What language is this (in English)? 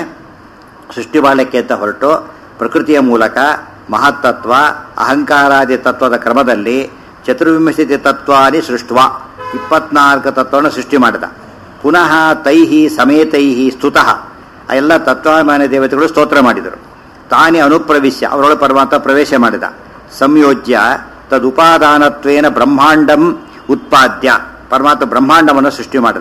Kannada